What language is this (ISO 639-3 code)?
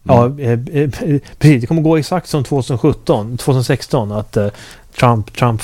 swe